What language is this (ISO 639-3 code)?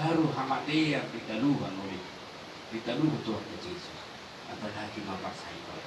bbc